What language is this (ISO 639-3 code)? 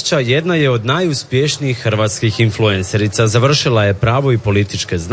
hrv